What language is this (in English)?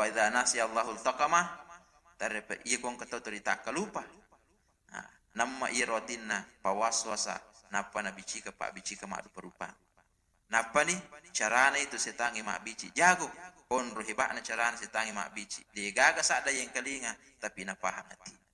Buginese